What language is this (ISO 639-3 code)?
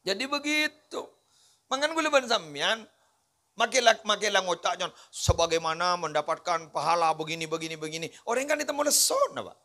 mad